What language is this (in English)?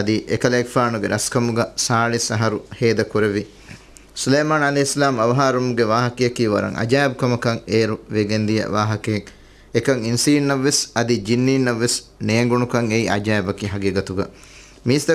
Divehi